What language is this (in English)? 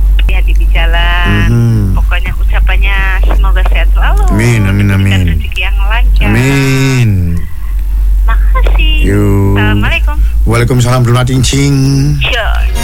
Indonesian